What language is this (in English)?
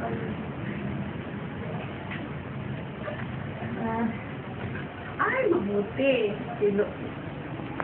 Filipino